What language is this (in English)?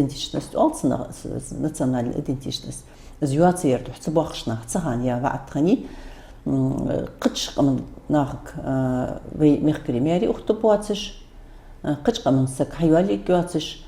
Ingush